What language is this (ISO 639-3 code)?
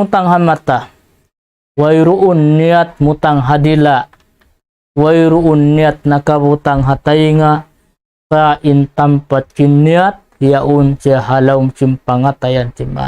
tsg